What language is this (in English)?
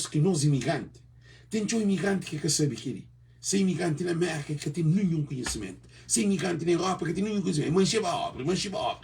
Kabuverdianu